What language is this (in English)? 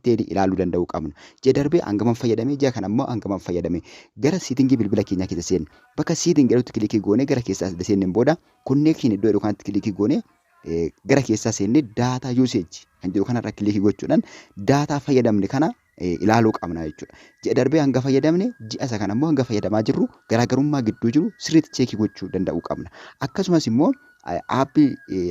Oromo